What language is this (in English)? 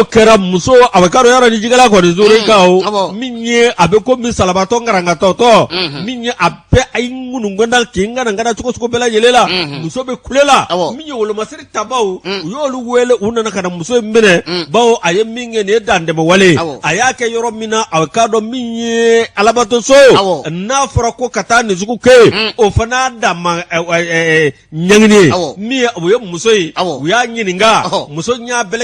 Bambara